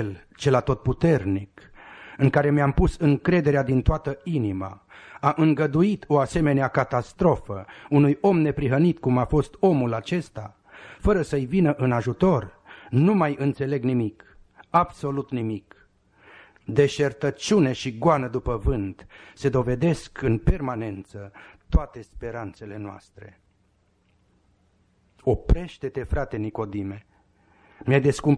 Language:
Romanian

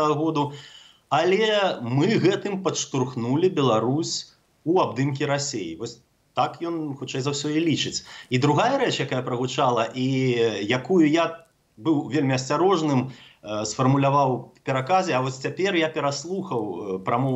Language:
Belarusian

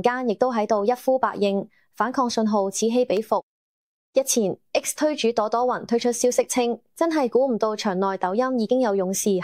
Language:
Cantonese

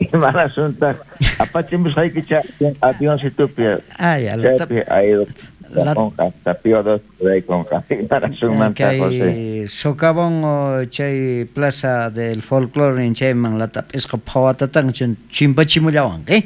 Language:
South Bolivian Quechua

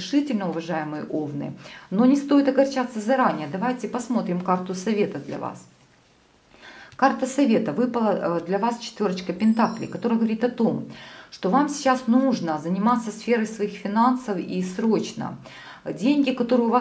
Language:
Russian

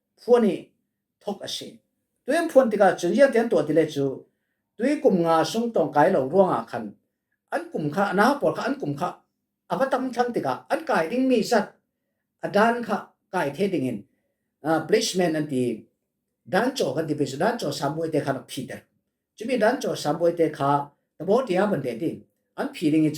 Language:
Falam Chin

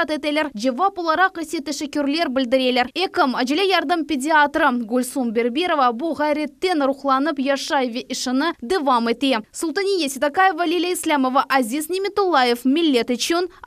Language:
Crimean Tatar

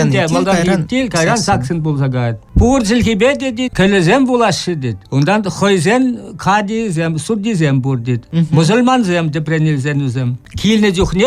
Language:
Chuvash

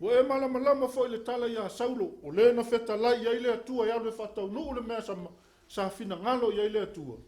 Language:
Samoan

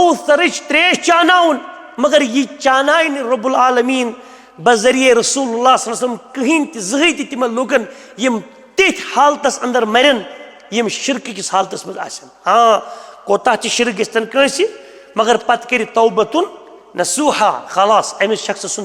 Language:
Kashmiri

